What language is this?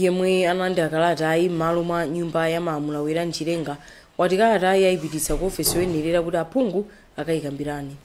Nyanja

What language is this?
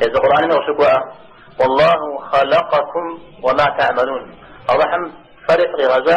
Kabardian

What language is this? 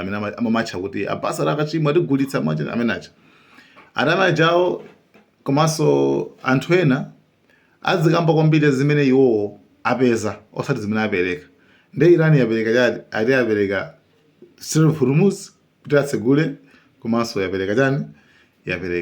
Nyanja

